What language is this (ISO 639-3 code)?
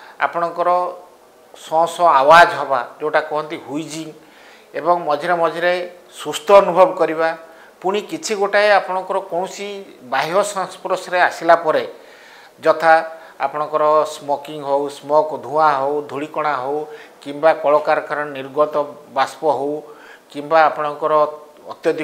ori